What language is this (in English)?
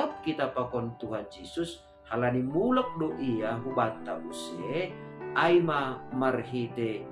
Batak Simalungun